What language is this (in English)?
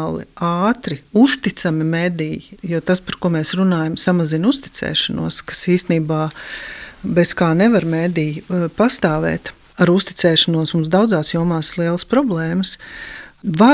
Latvian